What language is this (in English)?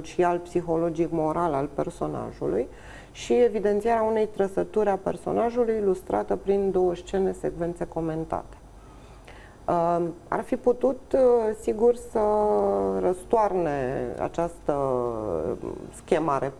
Romanian